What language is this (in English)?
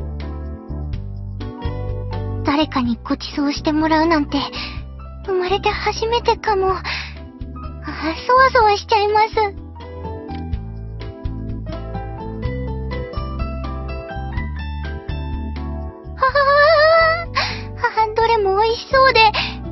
Japanese